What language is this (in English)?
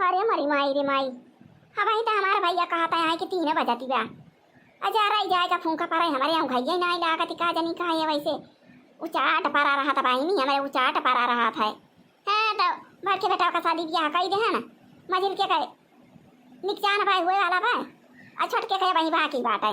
Awadhi